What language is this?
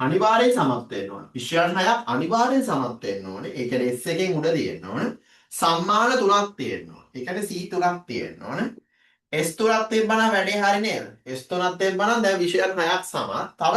Sinhala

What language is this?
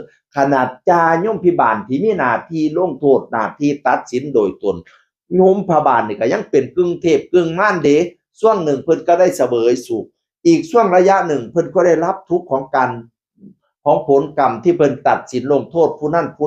Northeastern Thai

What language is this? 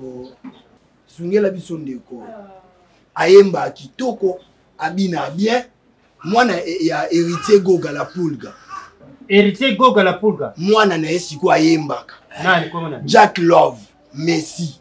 Lingala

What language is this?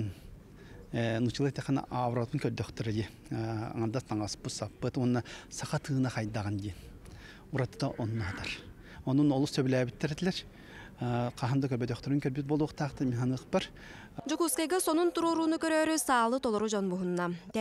Yakut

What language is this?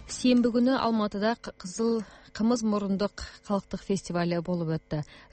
Kazakh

